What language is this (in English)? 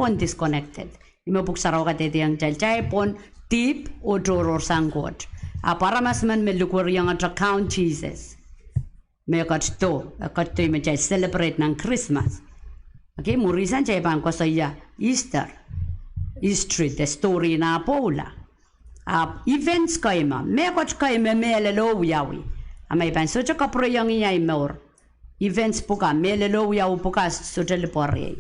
Pohnpeian